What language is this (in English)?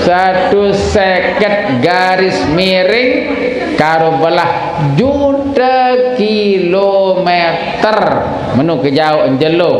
Sasak